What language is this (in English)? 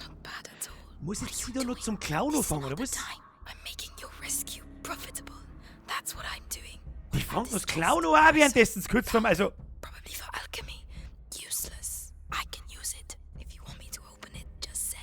Bavarian